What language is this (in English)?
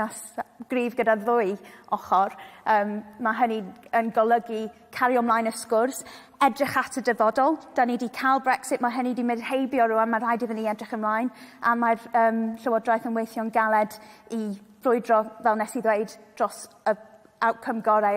Welsh